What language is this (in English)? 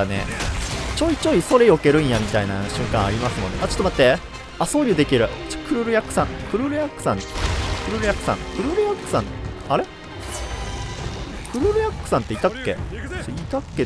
Japanese